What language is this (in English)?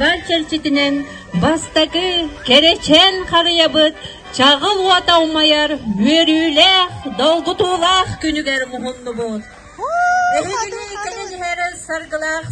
Yakut